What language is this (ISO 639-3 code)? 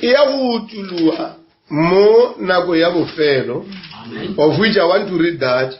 nso